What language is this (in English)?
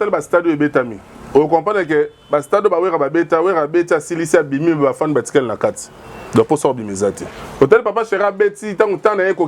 Lingala